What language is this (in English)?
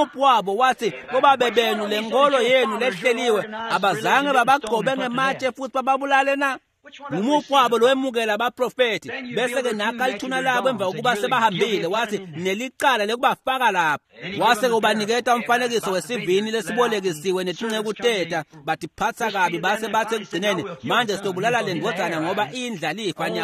Swati